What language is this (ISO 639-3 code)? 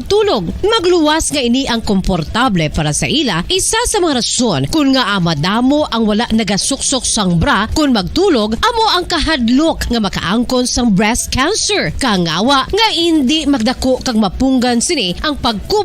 hil